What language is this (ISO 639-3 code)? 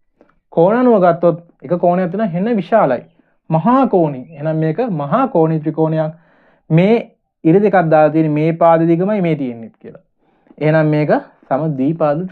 sin